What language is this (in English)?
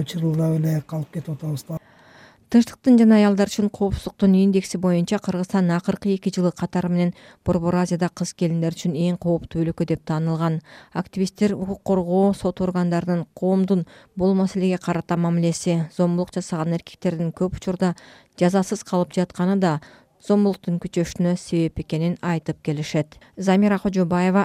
Kyrgyz